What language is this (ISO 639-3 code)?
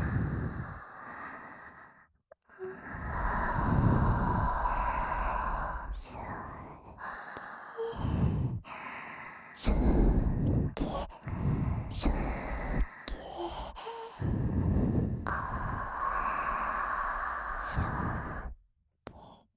jpn